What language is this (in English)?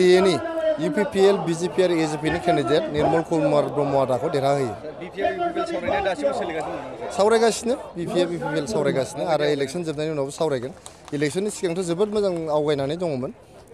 Bodo